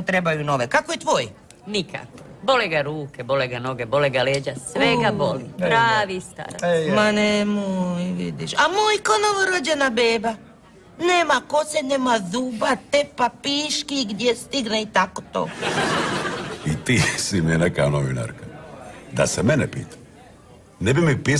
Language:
Croatian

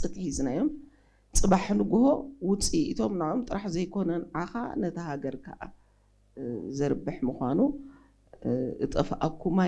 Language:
Tigrinya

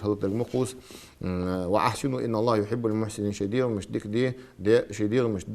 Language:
Ingush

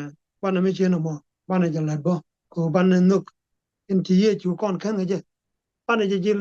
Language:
Nuer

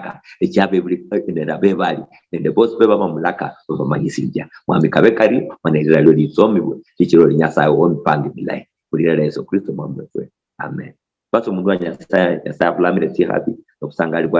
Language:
Luyia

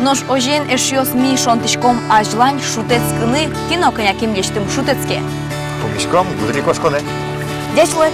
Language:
Udmurt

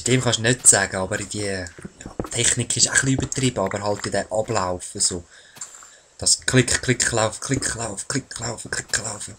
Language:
Swiss German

